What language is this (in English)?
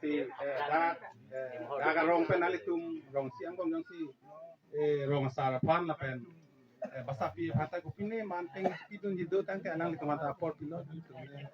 Karbi